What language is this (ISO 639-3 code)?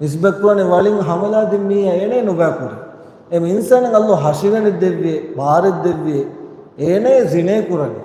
div